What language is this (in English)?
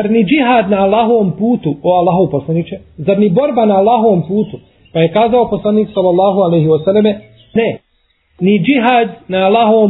Bosnian